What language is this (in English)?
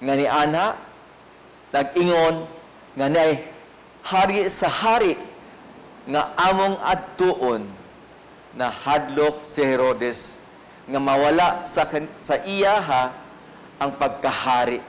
Cebuano